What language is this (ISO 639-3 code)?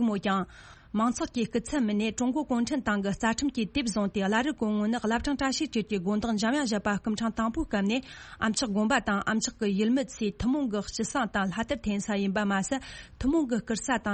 bod